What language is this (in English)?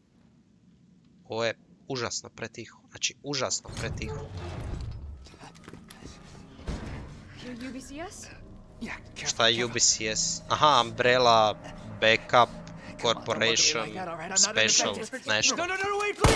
Croatian